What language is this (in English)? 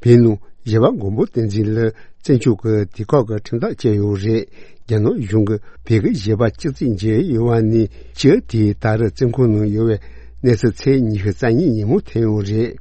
Tibetan